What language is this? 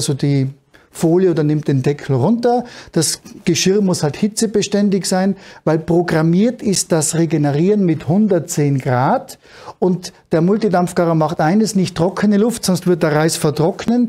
German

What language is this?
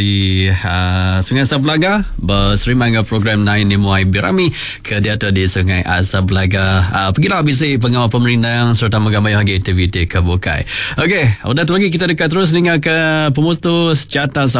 Iban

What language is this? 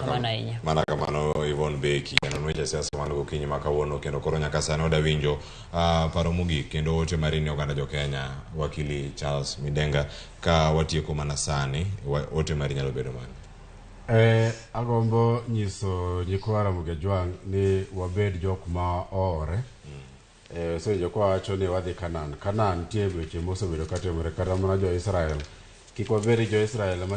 Luo (Kenya and Tanzania)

